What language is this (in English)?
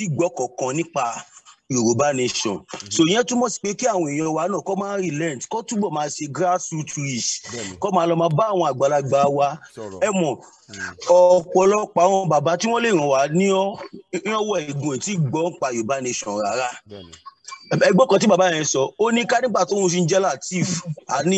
Yoruba